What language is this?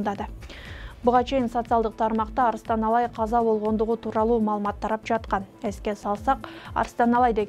Kyrgyz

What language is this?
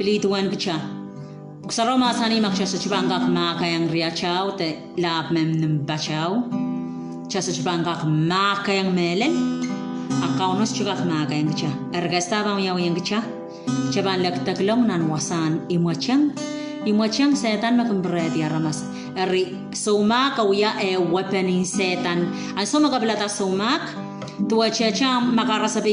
Pohnpeian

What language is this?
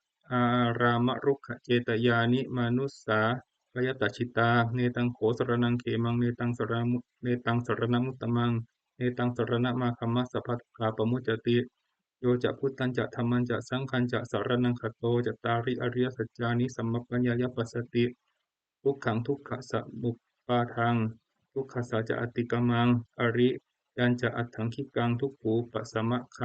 Pali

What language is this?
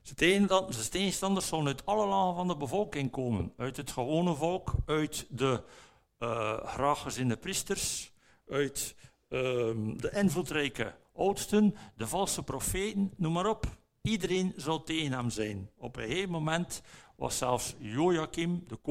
Dutch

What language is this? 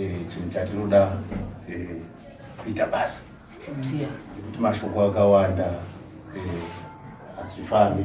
Shona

